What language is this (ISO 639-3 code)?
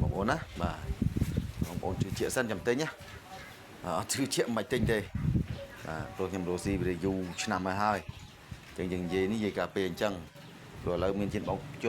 khm